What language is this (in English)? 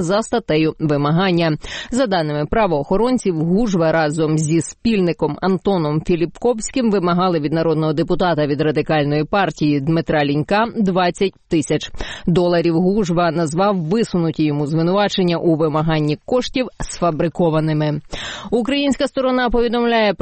Ukrainian